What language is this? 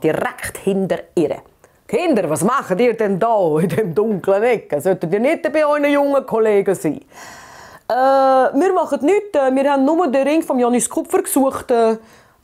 Swiss German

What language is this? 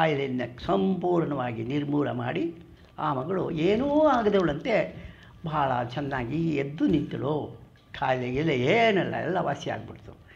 Kannada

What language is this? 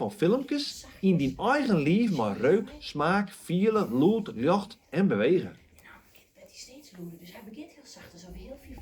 Western Frisian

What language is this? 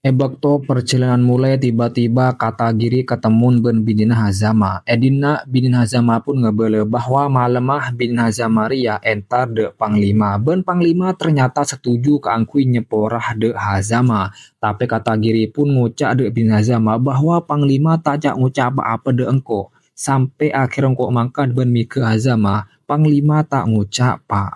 Madurese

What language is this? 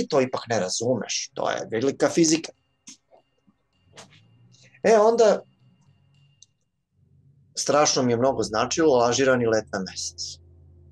Serbian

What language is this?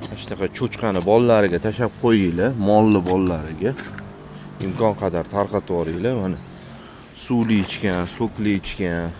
Uzbek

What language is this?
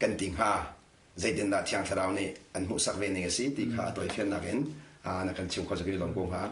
Hakha Chin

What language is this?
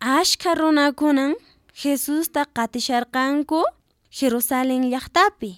Quechua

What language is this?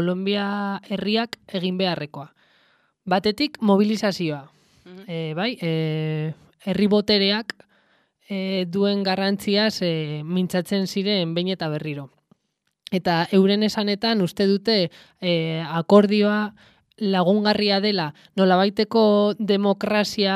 Basque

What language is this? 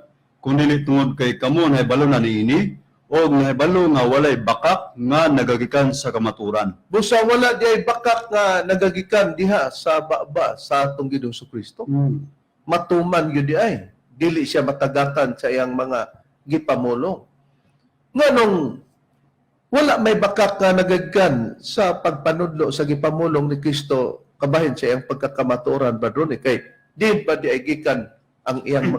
Cebuano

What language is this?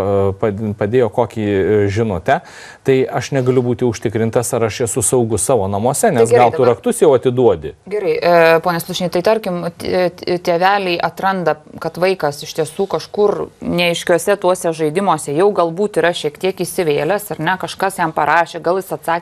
Lithuanian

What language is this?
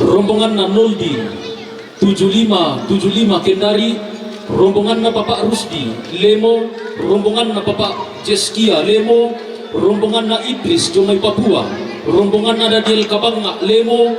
Toraja-Sa'dan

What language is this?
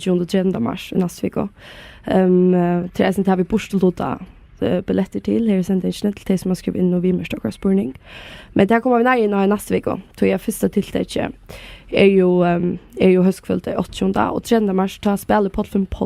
Faroese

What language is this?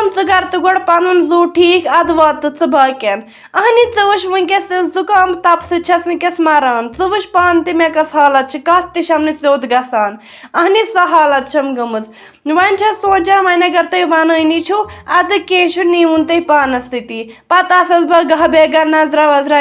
Kashmiri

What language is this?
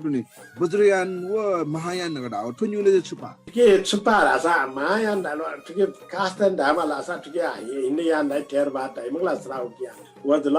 Newari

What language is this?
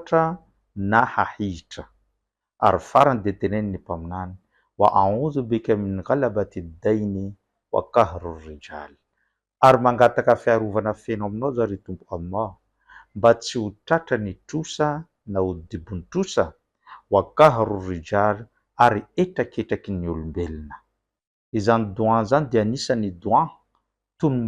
Malagasy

